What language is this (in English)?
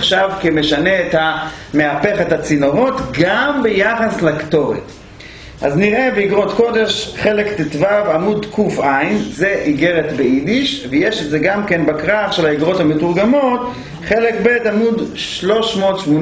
Hebrew